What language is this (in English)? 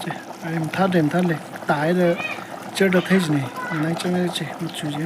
Tangkhul Naga (India)